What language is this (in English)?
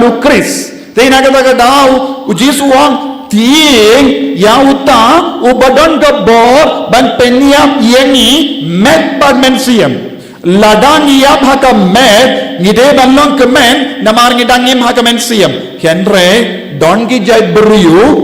Khasi